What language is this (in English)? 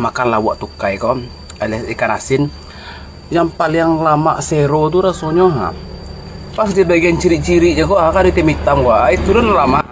Minangkabau